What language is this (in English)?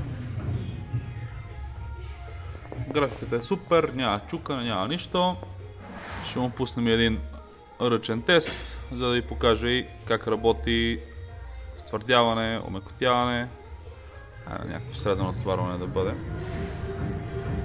Bulgarian